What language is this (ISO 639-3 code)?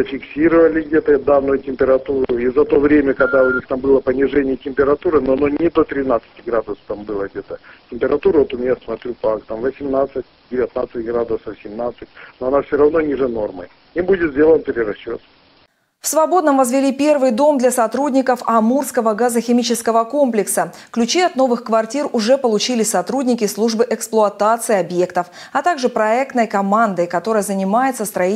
rus